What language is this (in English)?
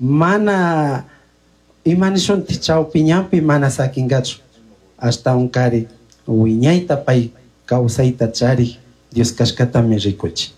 Chimborazo Highland Quichua